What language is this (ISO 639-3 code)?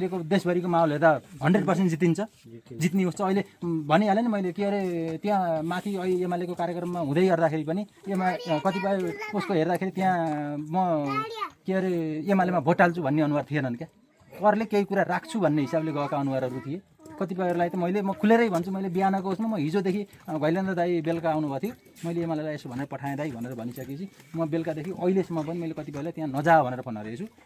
nep